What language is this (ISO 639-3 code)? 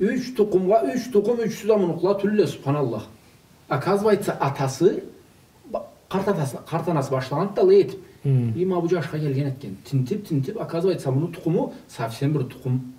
krc